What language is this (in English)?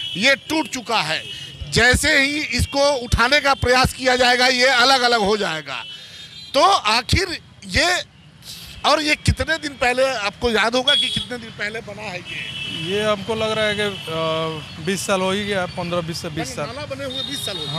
Hindi